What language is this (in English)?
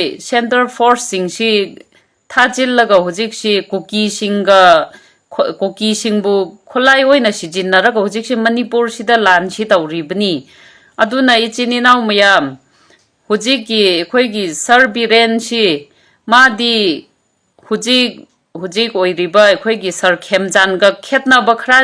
Manipuri